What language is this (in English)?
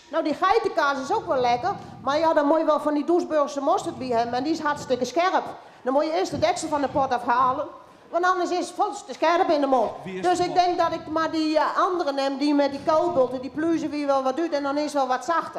Western Frisian